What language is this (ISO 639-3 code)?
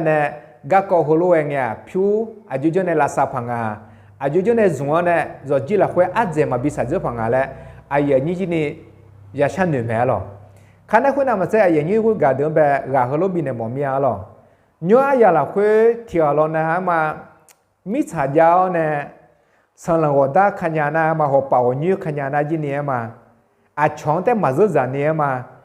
ahk